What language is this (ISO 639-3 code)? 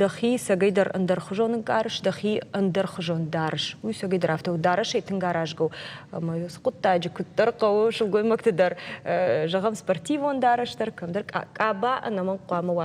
oss